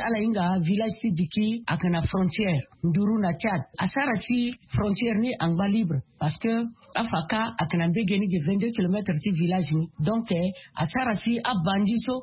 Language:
Sango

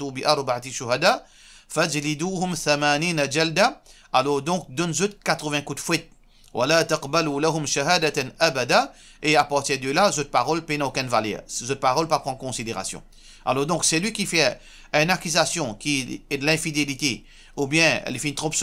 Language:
Morisyen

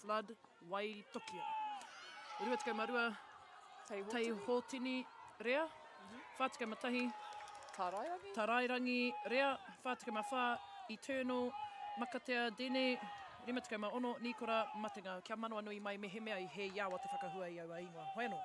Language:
Māori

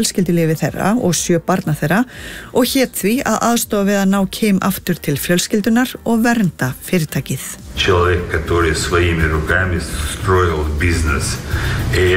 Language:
Icelandic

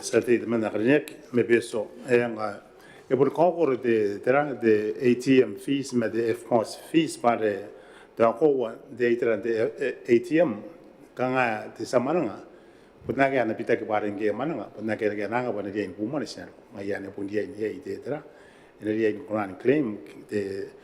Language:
Gilbertese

